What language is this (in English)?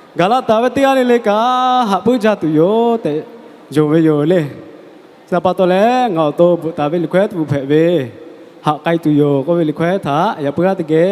Lahu